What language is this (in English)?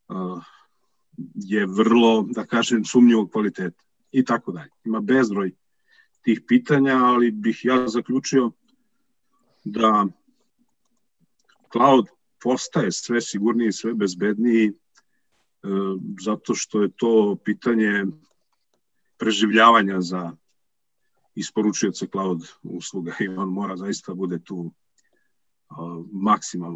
Serbian